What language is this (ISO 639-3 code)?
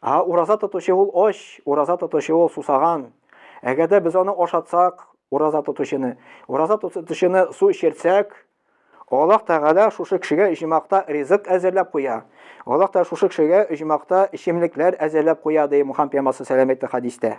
tat